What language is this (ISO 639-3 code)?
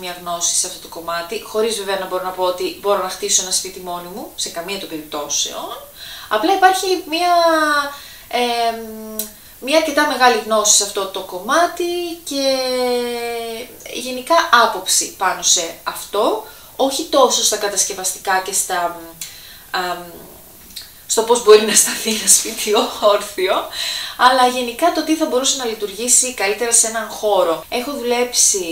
ell